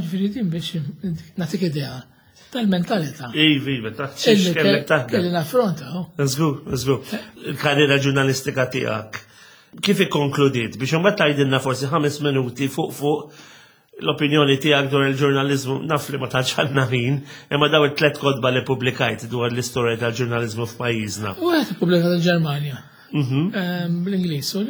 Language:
Maltese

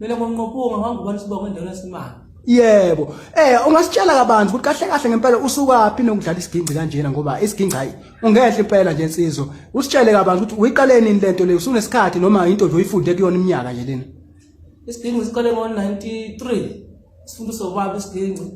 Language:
Zulu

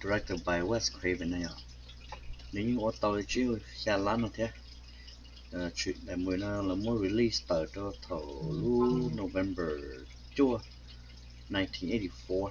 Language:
Hmong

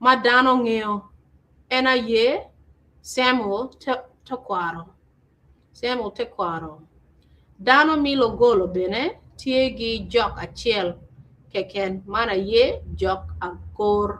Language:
Acoli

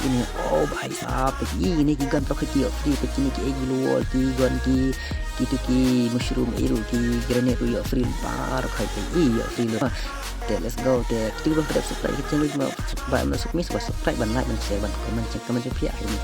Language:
Khasi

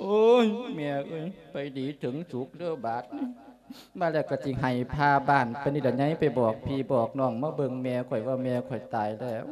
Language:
Lao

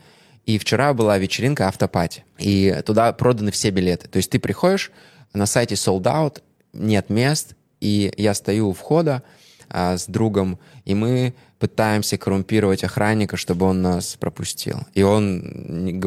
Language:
Russian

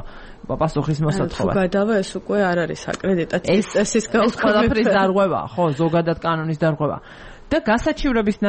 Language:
Georgian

